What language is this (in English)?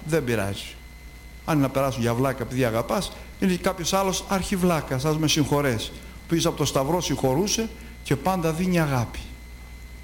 Greek